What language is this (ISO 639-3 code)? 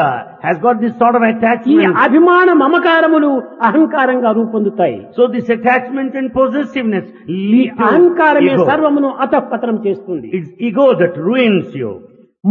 tel